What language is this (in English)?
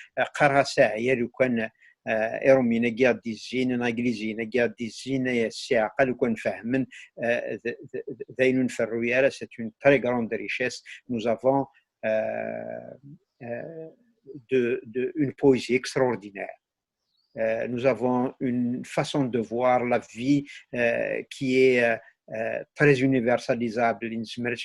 Kabyle